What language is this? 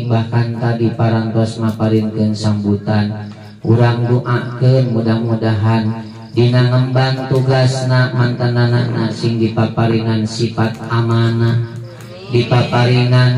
Sundanese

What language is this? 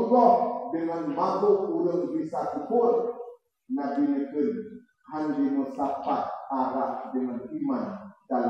Achinese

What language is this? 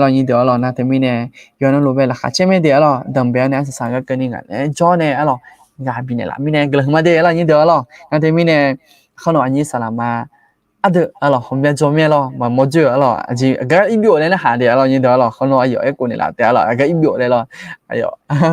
Akha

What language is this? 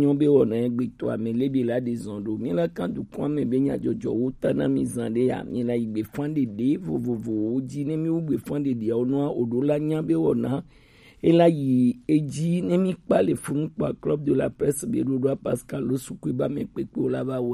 Gen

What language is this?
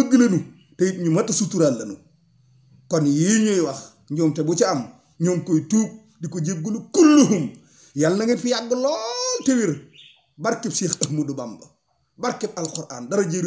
Wolof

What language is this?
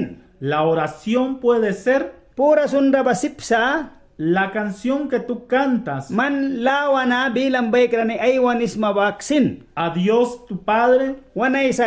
Mískito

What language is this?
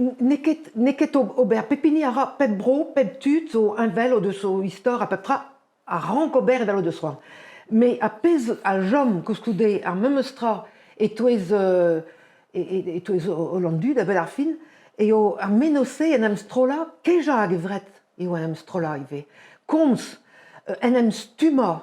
Breton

